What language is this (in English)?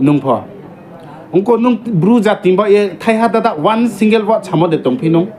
Riang (India)